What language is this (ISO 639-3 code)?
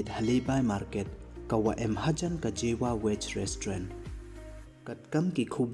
pbv